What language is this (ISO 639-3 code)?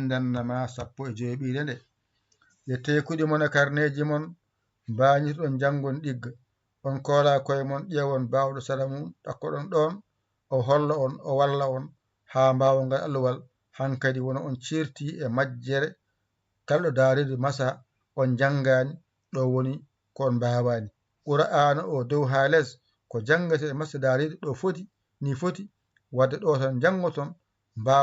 ful